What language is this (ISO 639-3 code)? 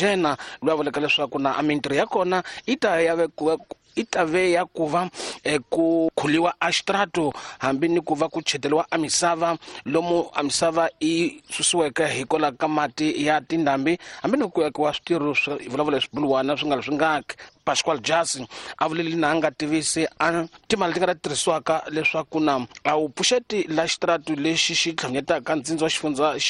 tso